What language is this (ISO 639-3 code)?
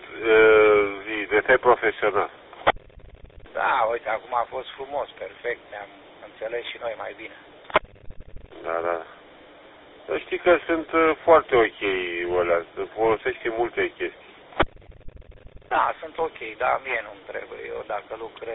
ron